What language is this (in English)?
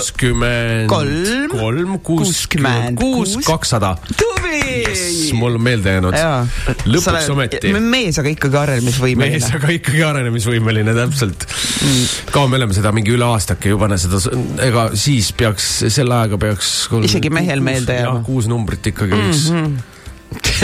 Estonian